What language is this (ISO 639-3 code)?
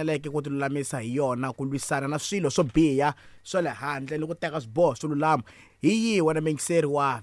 tso